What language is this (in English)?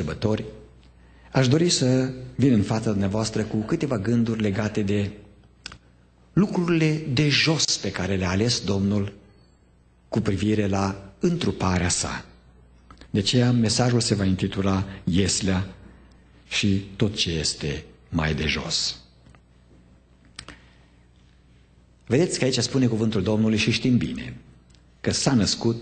Romanian